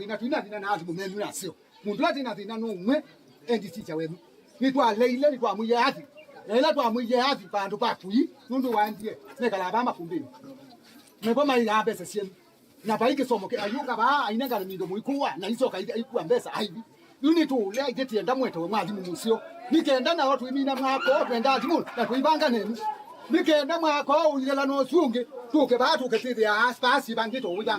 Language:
Kamba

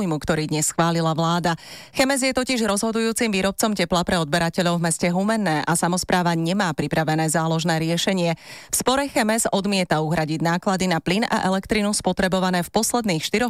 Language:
Slovak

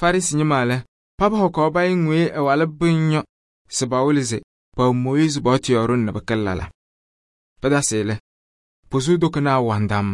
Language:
Kabiyè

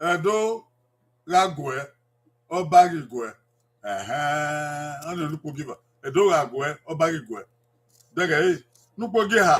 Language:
Bini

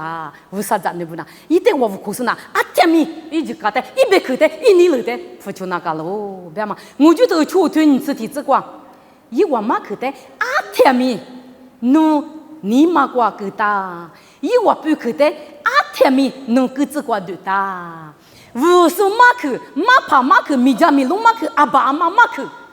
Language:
Lisu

